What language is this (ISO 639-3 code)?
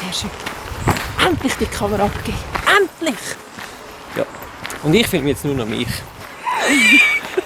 gsw